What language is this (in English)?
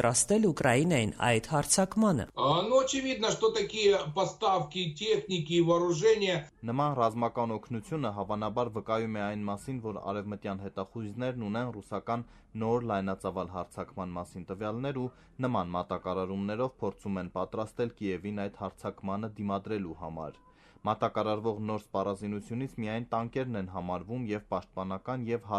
Armenian